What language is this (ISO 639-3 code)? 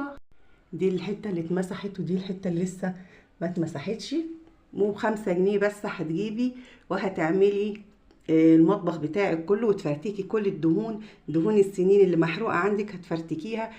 arz